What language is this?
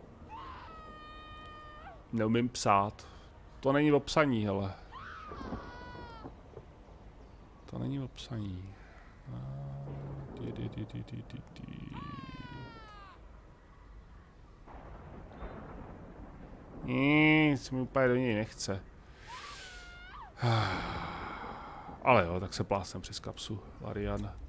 Czech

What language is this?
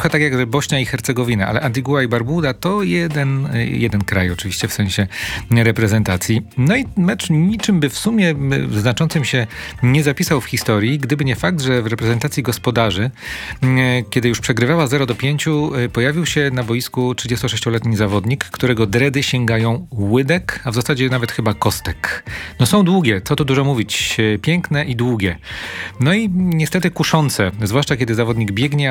Polish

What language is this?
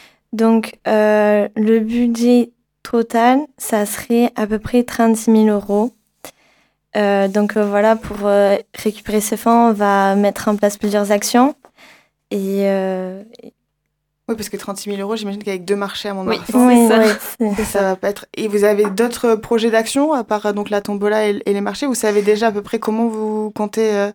French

